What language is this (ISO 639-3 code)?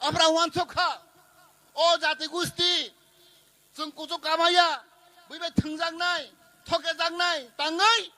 trp